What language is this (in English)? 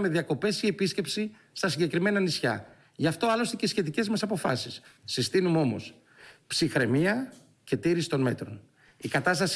Greek